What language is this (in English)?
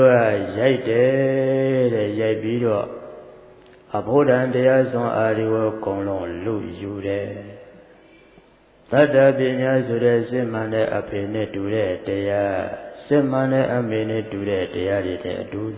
Burmese